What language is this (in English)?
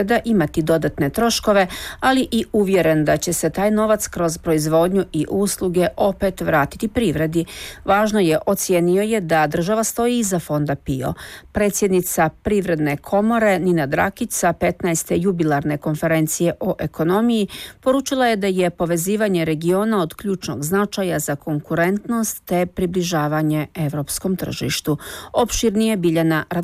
Serbian